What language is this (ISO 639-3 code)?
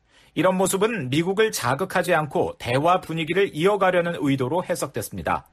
kor